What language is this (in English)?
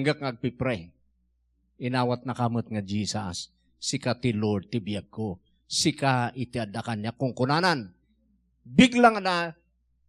Iloko